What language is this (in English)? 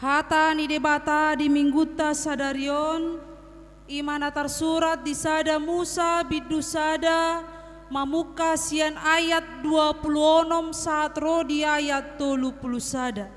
Batak Toba